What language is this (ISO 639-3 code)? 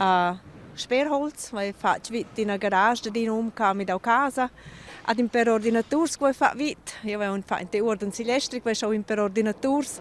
roh